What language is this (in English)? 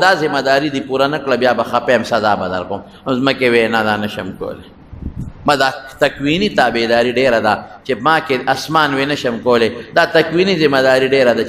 Pashto